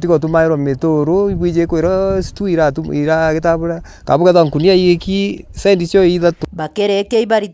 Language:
Meru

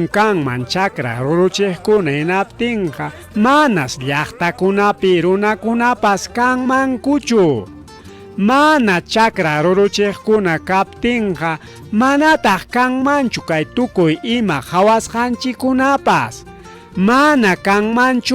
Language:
Ayacucho Quechua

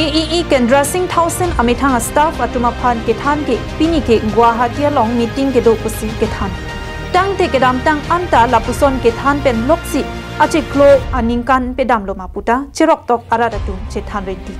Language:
Karbi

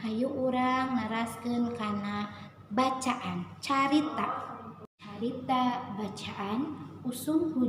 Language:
Sundanese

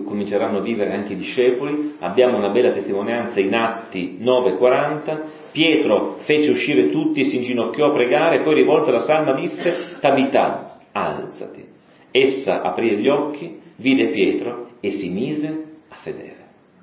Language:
Italian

